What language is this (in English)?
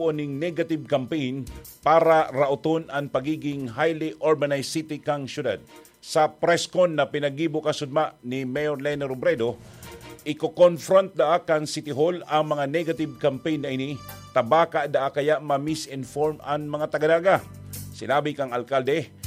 Bikol